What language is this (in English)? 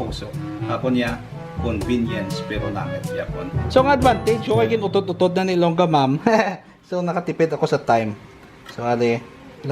Hiligaynon